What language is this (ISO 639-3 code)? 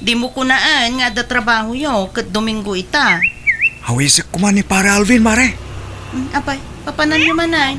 ilo